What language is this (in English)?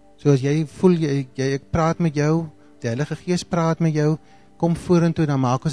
Afrikaans